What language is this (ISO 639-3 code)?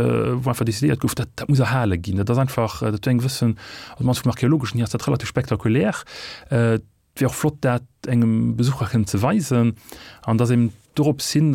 ltz